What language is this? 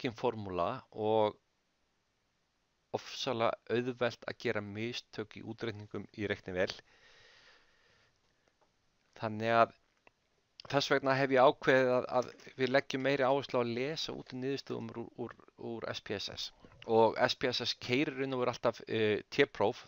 Icelandic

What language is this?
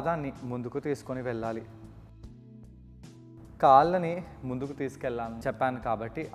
Telugu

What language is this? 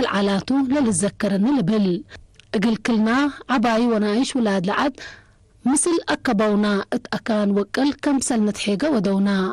Tigre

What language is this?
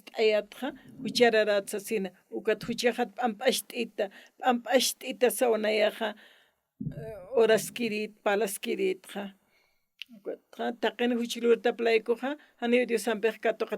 Aymara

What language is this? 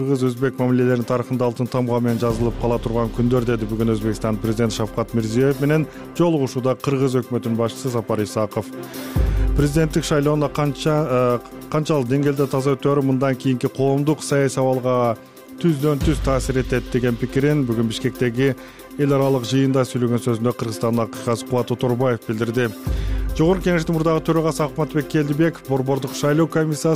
Kyrgyz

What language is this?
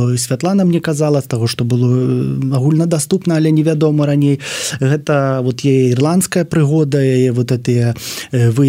Belarusian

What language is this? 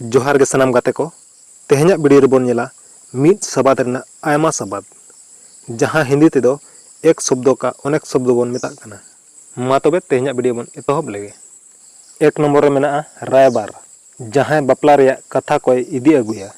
Santali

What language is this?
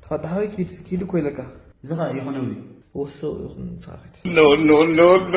Tigrinya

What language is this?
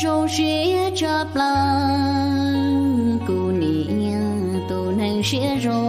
Hmong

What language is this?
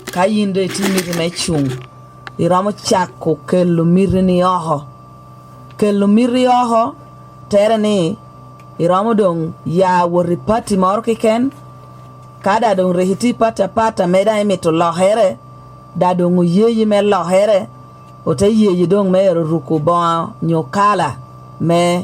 Lango (Uganda)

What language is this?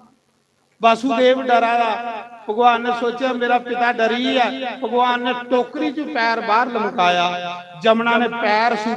Dogri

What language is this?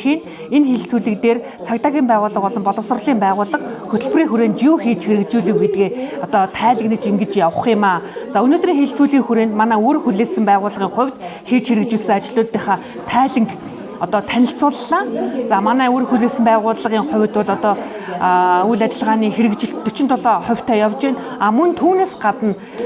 Mongolian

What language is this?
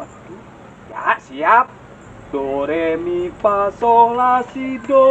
Betawi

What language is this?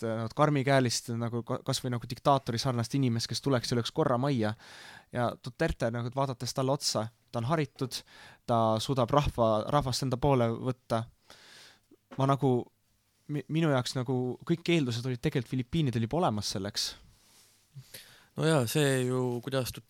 Estonian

